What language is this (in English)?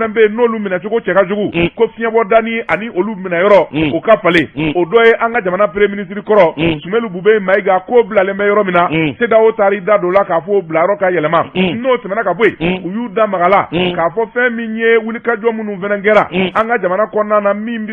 Bambara